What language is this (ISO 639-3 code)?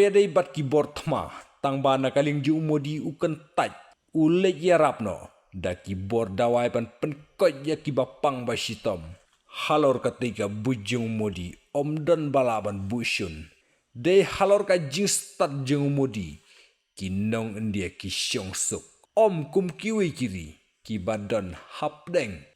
kha